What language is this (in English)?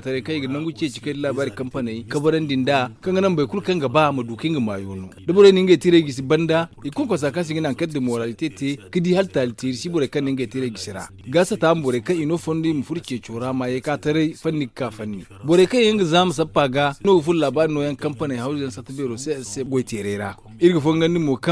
Zarma